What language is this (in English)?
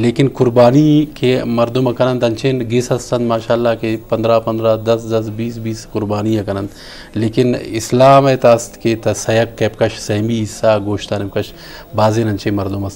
Eastern Balochi